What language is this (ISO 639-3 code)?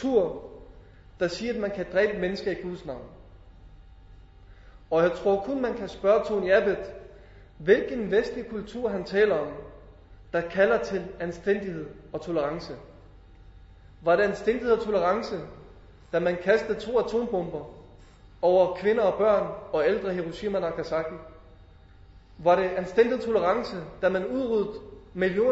dan